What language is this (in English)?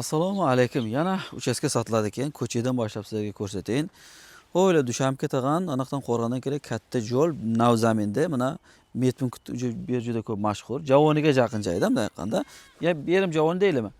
Uzbek